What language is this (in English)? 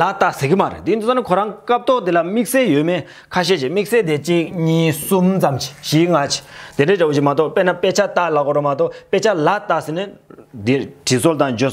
Tibetan